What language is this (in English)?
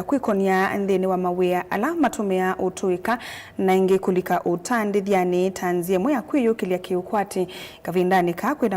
Kamba